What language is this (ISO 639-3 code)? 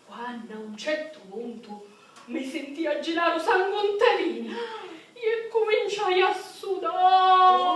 scn